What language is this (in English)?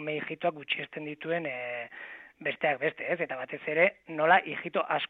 Basque